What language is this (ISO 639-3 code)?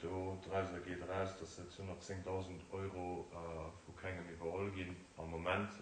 ltz